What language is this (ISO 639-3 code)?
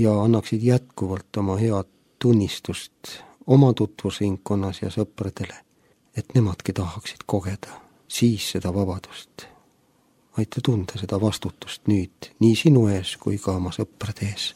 est